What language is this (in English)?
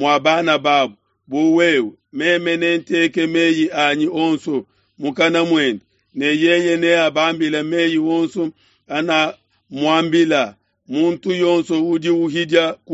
Luba-Lulua